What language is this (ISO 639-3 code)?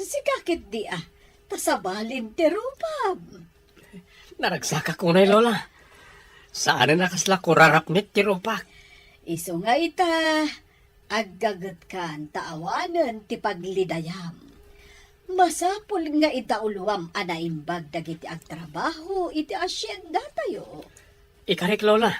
ilo